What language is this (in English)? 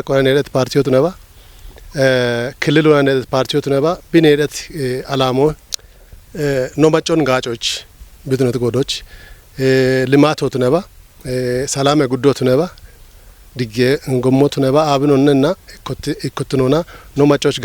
Kafa